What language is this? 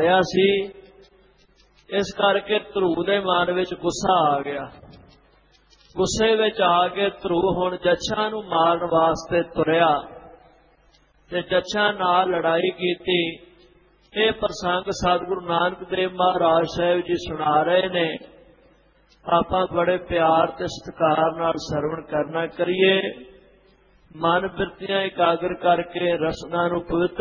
Punjabi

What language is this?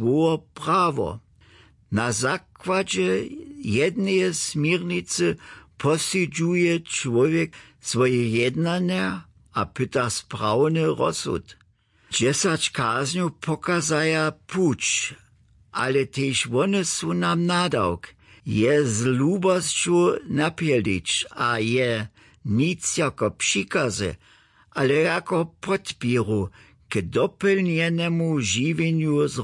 Upper Sorbian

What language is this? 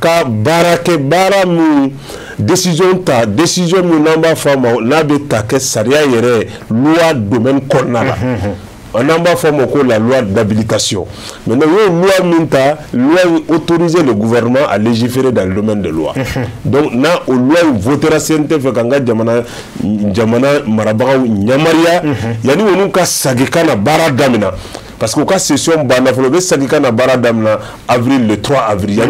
Bambara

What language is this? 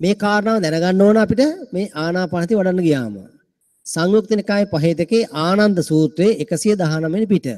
Sinhala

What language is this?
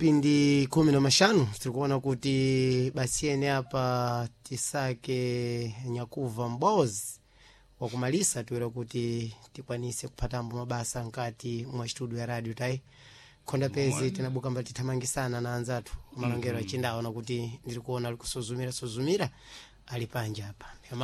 Sena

